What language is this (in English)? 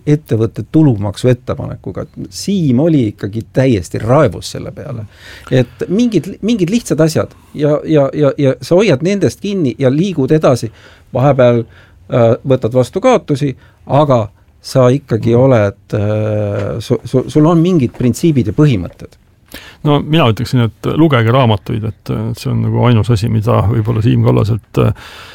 Estonian